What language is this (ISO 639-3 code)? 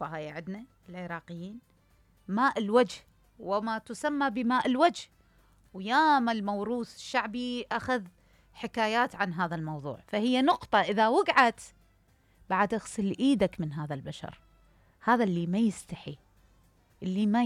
acm